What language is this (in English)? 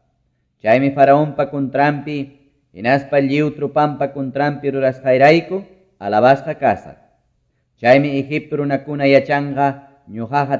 Quechua